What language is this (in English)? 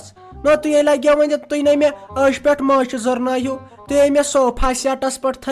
Kashmiri